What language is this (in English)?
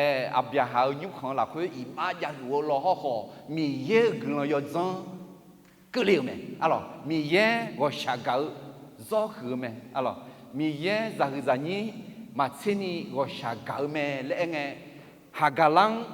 Akha